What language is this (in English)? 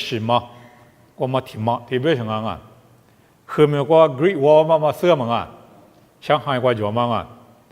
Lisu